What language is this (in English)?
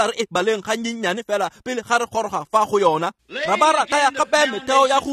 Tswana